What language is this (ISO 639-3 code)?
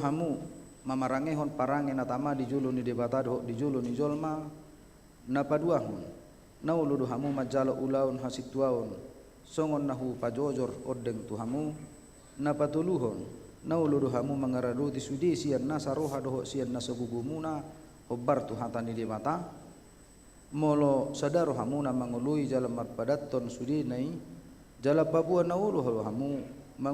bbc